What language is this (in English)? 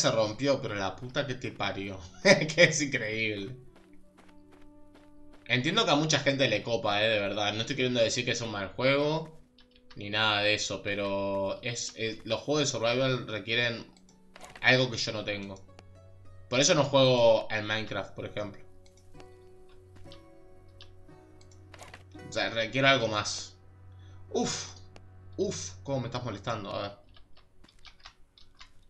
Spanish